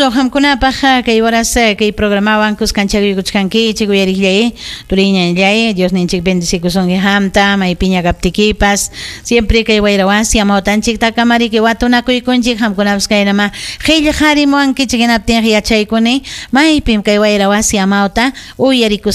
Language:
Ayacucho Quechua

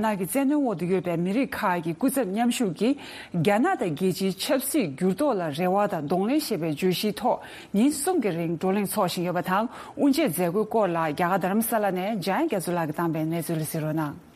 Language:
Tibetan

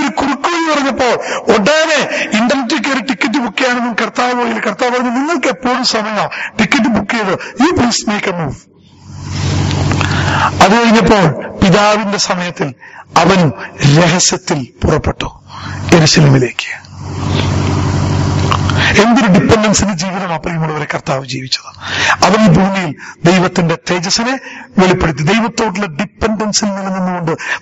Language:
Malayalam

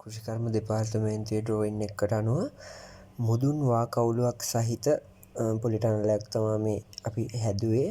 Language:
Sinhala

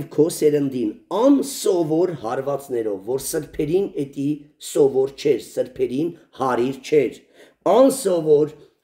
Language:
Armenian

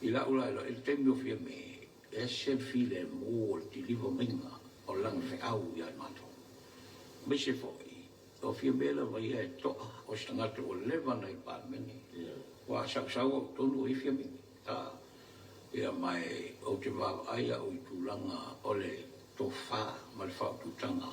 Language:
Samoan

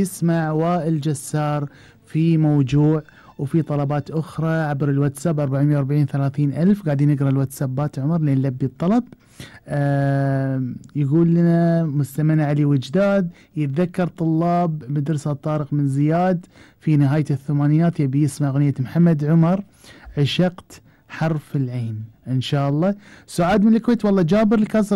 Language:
Gulf Arabic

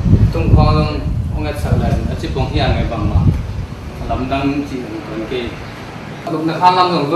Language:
Tedim Chin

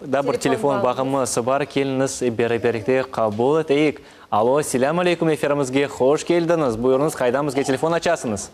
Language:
Crimean Tatar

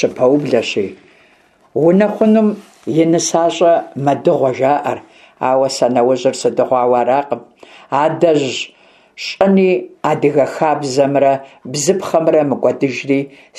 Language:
Kabardian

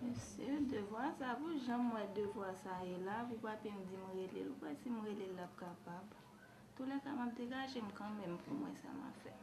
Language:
Haitian Creole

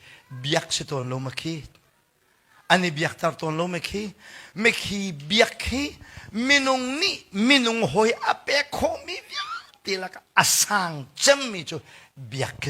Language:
Hakha Chin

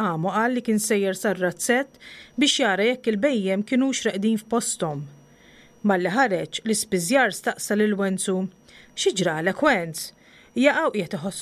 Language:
Maltese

